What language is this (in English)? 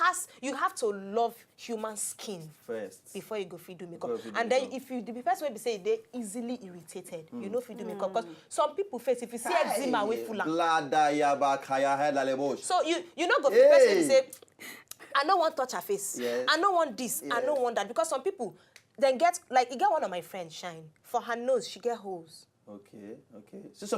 Nigerian Pidgin